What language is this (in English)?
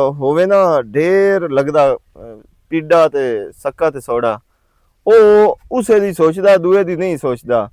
Western Panjabi